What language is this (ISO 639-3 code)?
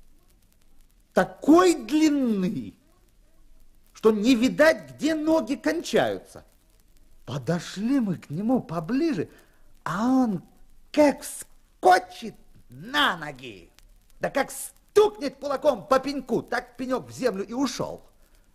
rus